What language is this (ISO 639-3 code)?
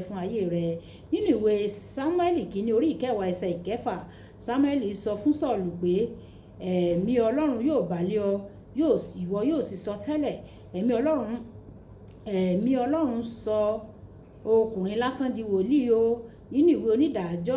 yor